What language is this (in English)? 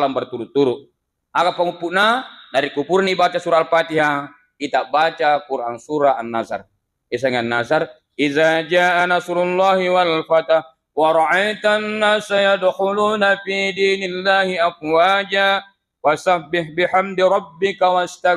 Buginese